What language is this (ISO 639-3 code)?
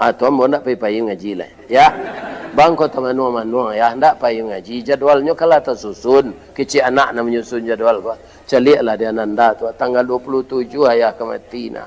min